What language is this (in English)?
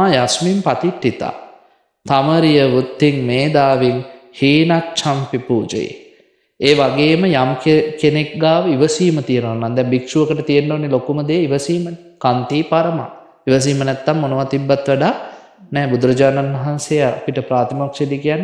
Sinhala